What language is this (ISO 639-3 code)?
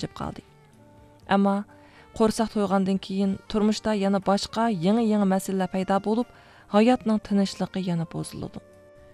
uig